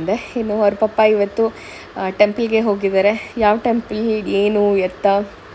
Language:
Kannada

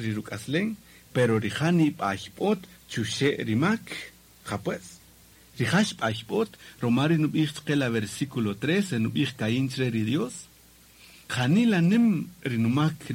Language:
Kaqchikel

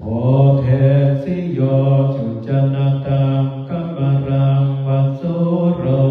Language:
Pali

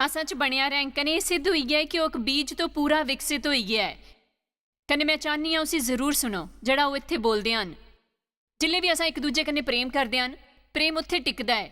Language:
Dogri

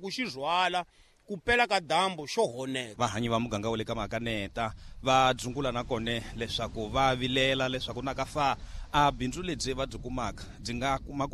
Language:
Tsonga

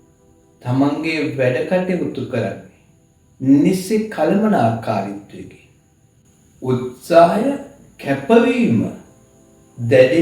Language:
Sinhala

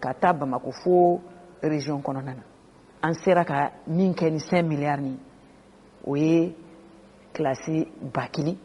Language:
Bambara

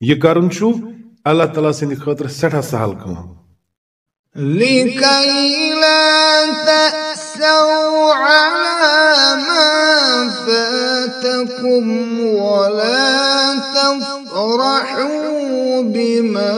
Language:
Kashmiri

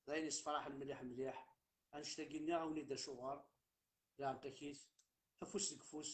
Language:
Kabyle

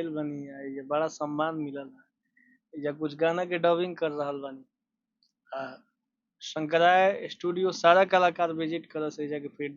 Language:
Bhojpuri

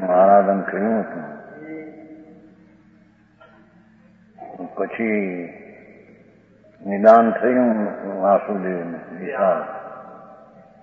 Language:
Gujarati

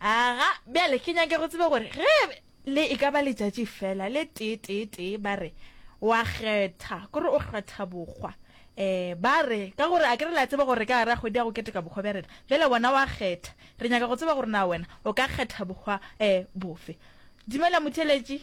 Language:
Northern Sotho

